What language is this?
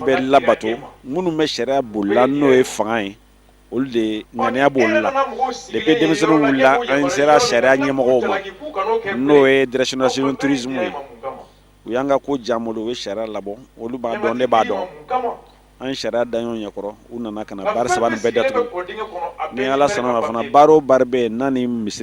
Bambara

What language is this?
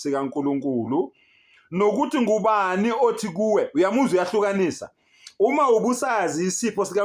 Zulu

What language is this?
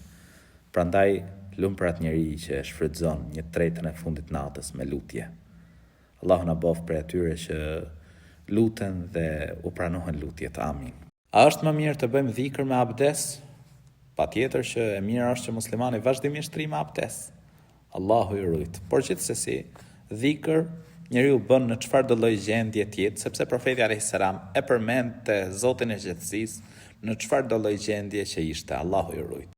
Albanian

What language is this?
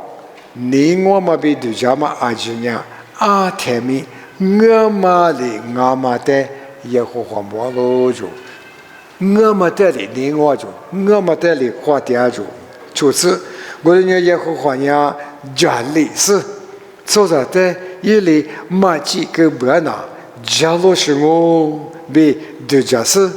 Lisu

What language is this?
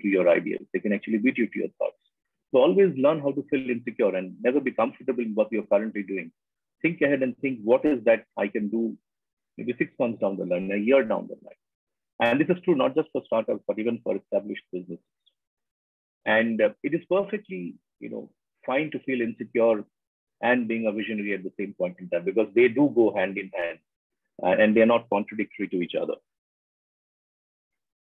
English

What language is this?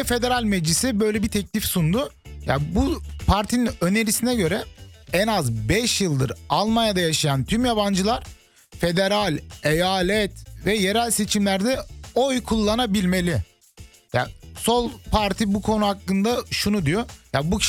Turkish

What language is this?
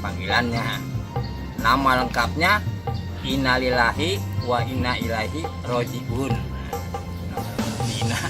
Betawi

